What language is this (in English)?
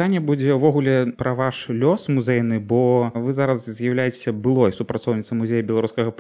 Belarusian